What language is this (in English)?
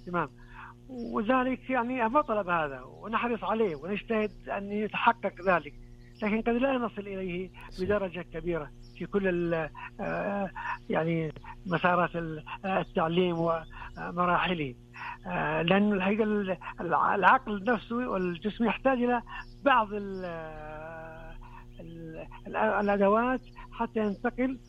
Arabic